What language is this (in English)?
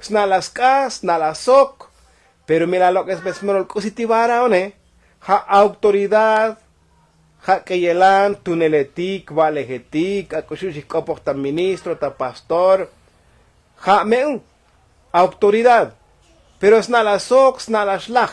Tzotzil